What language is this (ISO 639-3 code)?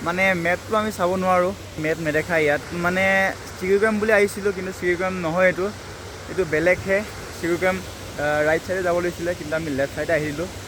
asm